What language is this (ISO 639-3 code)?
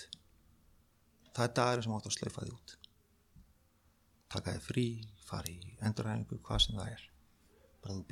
isl